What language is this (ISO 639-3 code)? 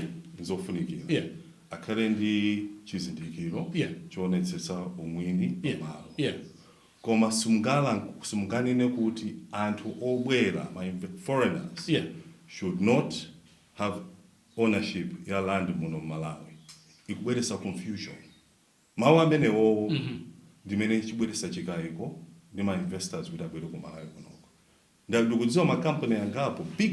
nya